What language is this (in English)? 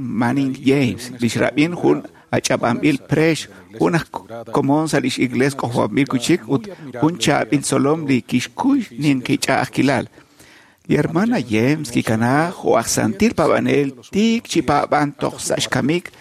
Kekchí